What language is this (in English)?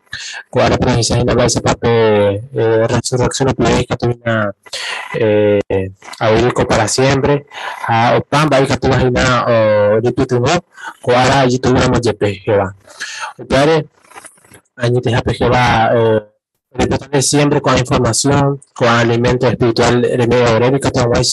Guarani